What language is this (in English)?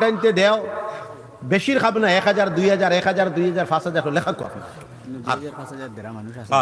Sylheti